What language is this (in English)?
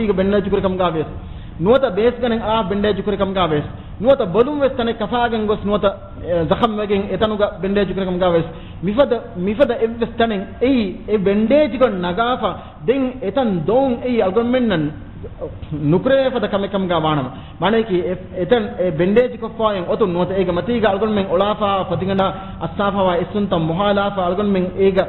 Divehi